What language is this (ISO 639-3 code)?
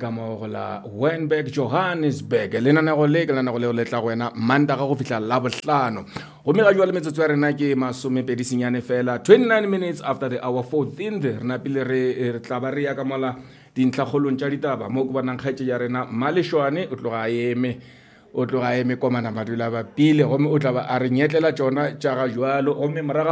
nso